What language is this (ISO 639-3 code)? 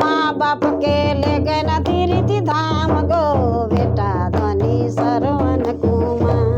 sck